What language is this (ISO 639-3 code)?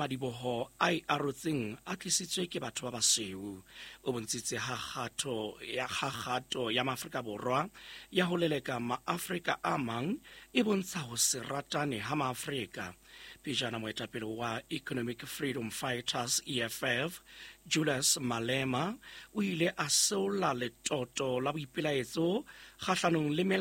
sot